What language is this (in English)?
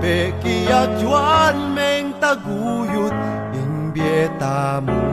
Pampanga